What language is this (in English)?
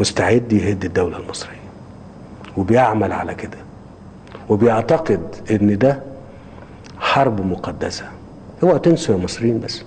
Egyptian Arabic